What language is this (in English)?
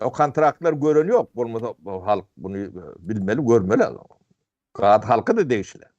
Turkmen